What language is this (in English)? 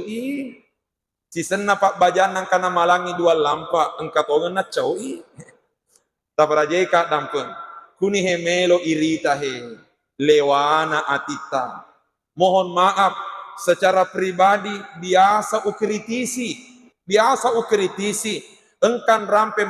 Buginese